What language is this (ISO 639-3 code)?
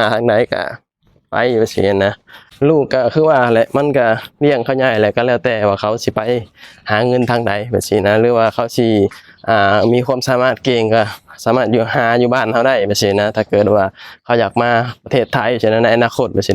lao